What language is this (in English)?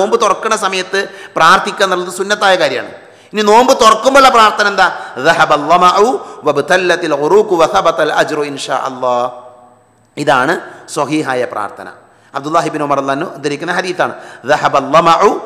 Malayalam